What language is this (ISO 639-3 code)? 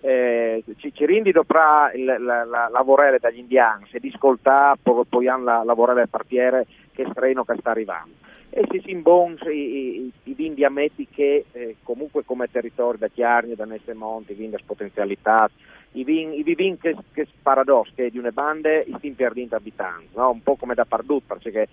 fur